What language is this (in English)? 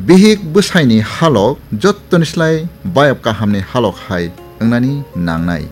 Kok Borok